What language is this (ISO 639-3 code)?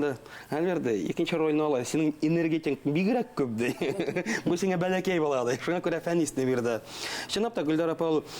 bak